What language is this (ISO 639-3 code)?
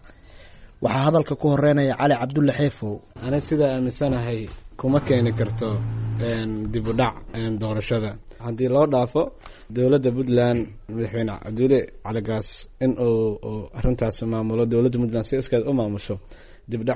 som